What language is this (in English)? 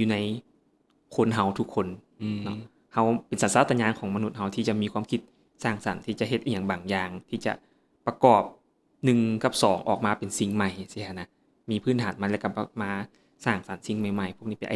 Lao